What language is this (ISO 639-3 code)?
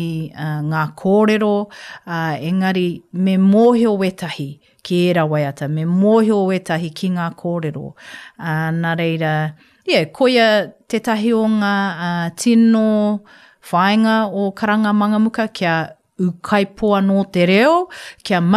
mri